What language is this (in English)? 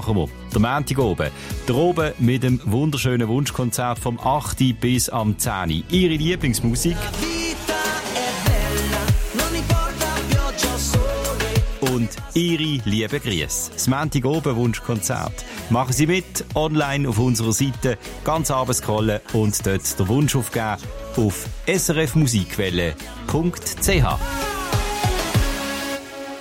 German